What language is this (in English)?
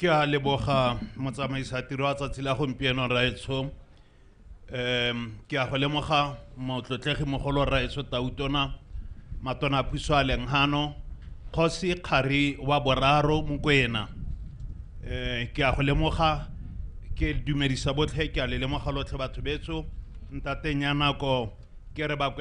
Tswana